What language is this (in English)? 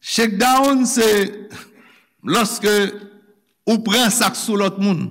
Haitian Creole